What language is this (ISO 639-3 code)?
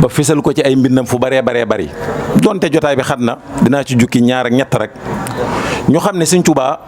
wol